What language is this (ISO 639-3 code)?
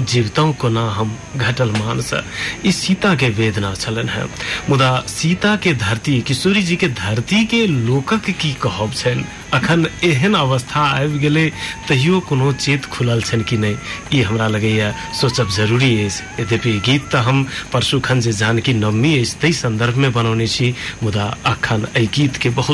mai